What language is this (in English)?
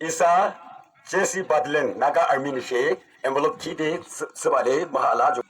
Yimchungru Naga